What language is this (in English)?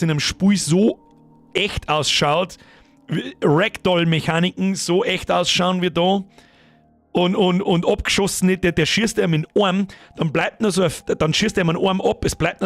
Bavarian